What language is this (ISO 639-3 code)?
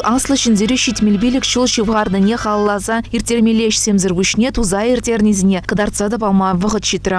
chv